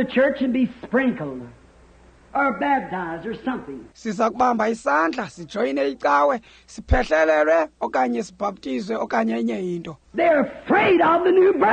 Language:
Xhosa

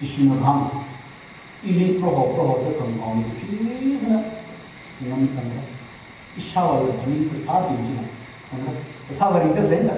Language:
Tangkhul Naga (India)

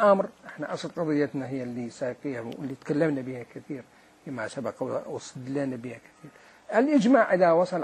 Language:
Mesopotamian Arabic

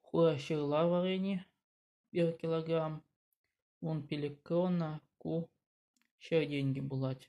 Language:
Chuvash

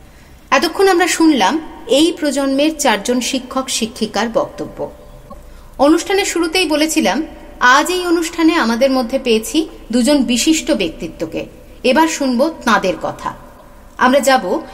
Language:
Bangla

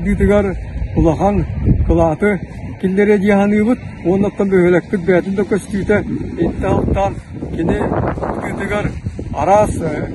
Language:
Yakut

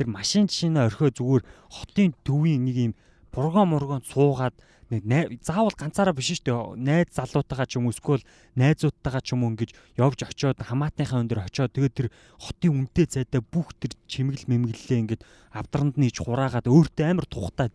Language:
Mongolian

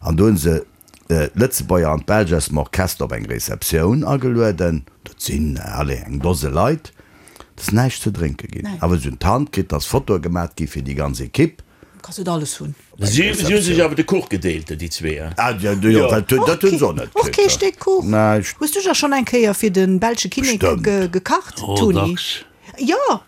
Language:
Luxembourgish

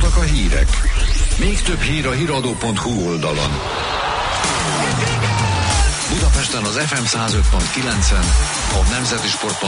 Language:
Hungarian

